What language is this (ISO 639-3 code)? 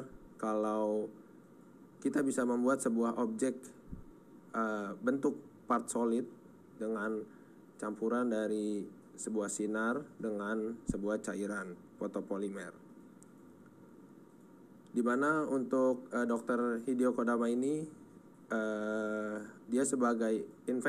ind